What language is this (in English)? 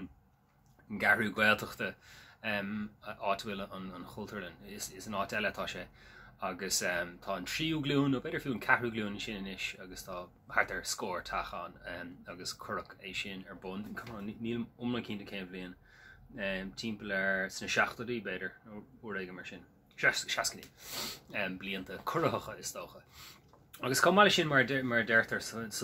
Irish